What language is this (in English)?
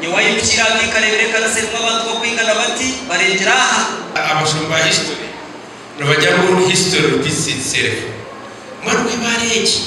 Nyankole